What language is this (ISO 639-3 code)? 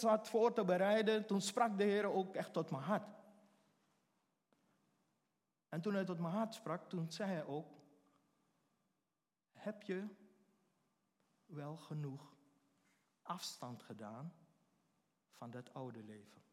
nld